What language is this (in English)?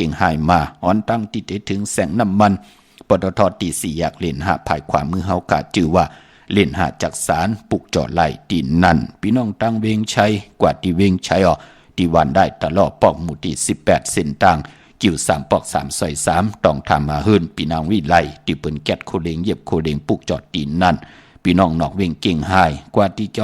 Shan